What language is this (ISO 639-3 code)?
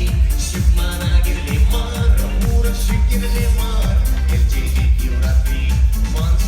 chv